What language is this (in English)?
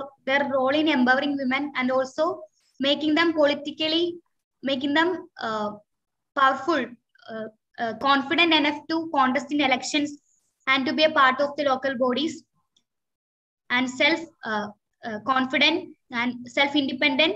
English